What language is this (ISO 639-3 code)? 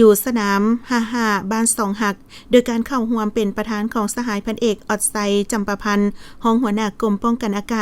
lao